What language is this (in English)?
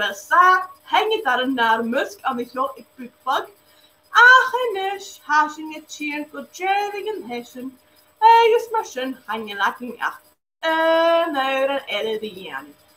Scottish Gaelic